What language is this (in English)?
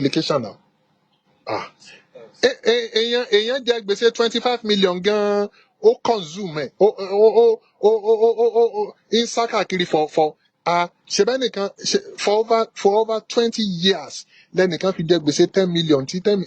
Yoruba